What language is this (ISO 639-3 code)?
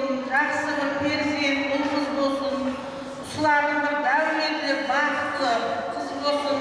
kaa